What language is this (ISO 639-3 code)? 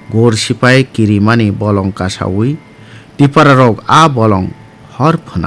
trp